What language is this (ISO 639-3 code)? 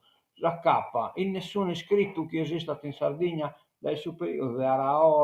srd